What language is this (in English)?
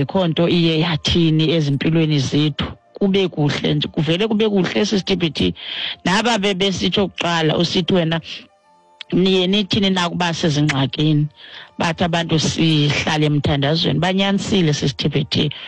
Xhosa